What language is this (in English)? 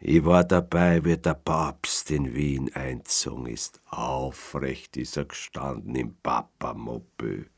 Bavarian